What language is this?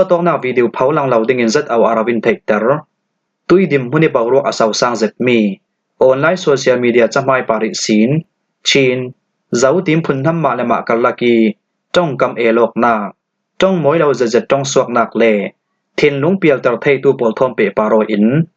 Falam Chin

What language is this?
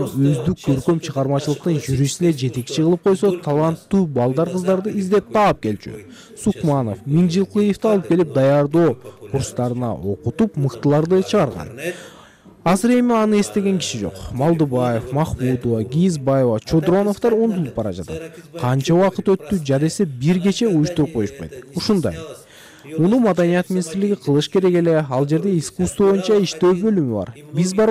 Kyrgyz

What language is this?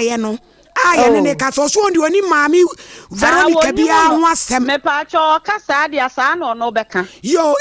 Akan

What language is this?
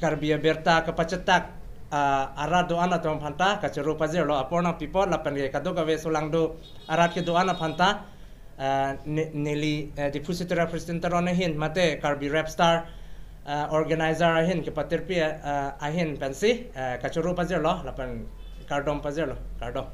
Karbi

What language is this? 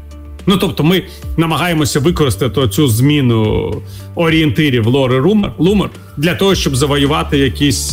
Ukrainian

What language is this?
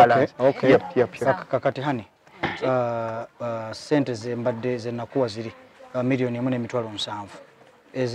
Ganda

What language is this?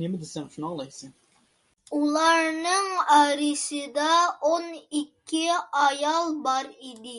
Uyghur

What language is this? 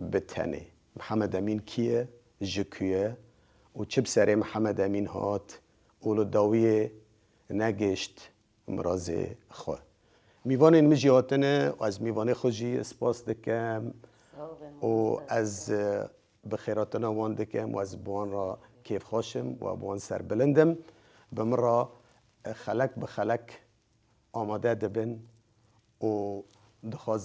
Kurdish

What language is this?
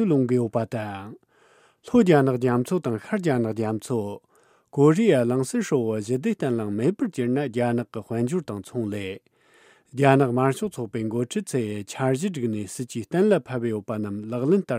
Tibetan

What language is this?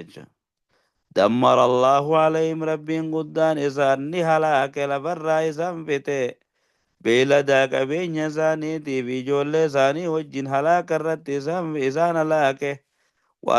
Oromo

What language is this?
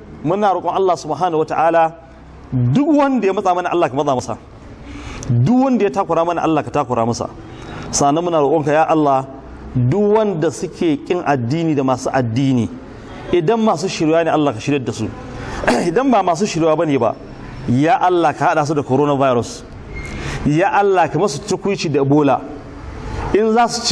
Hausa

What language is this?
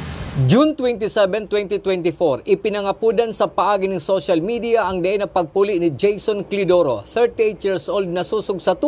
Bikol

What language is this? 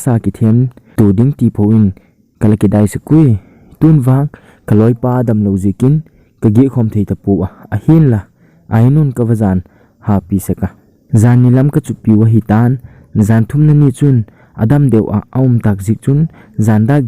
Thado Chin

